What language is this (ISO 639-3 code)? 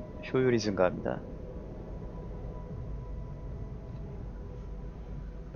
kor